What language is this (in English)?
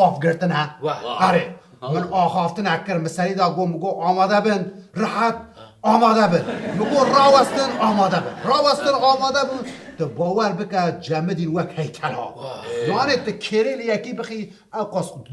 Kurdish